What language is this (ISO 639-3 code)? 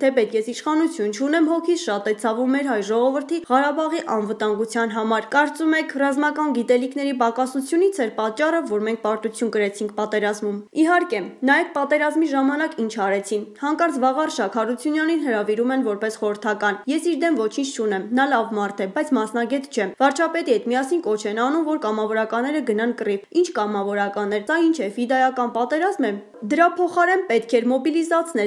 hye